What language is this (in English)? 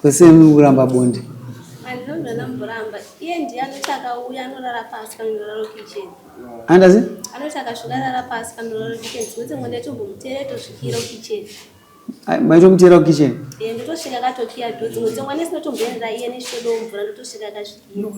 Shona